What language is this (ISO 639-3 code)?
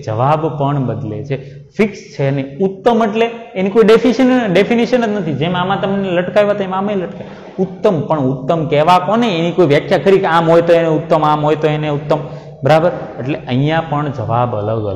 guj